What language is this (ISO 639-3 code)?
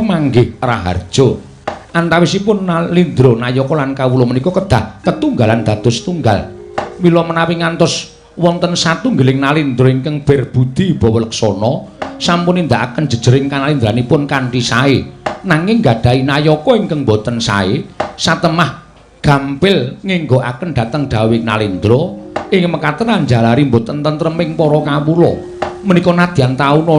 jav